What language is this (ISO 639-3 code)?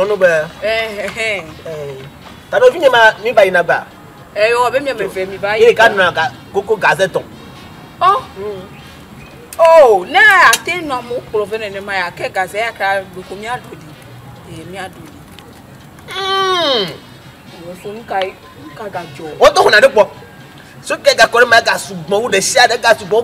ewe